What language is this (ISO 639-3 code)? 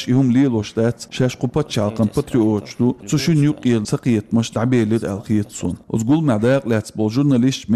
che